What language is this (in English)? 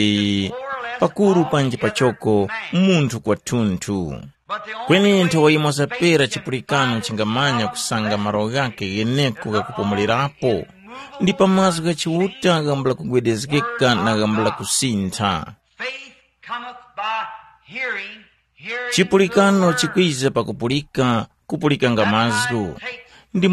Tumbuka